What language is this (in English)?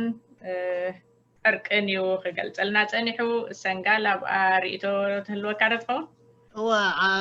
Tigrinya